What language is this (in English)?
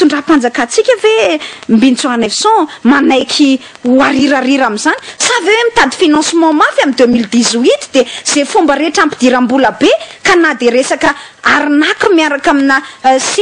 Malagasy